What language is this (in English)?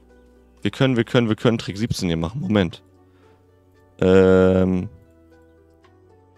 German